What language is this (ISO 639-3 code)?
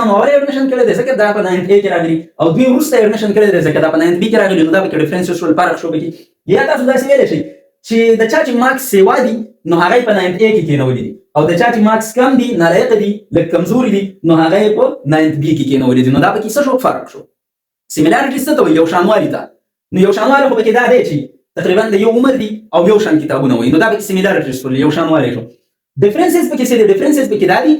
pus